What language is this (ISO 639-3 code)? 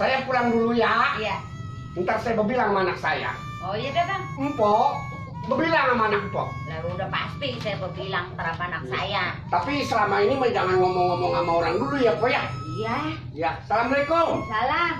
bew